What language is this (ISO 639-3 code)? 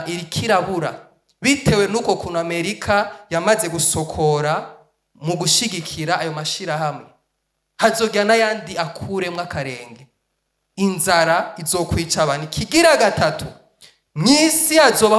run